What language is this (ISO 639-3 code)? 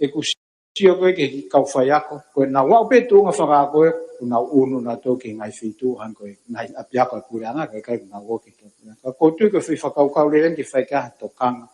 ton